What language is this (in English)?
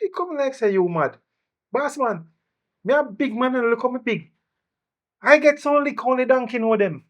Jamaican Creole English